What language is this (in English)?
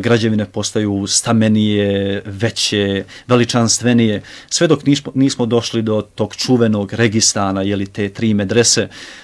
Bosnian